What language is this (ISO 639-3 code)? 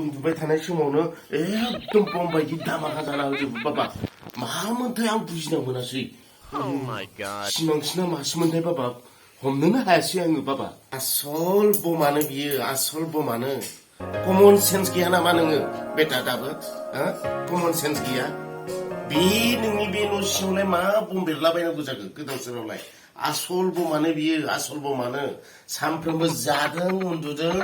brx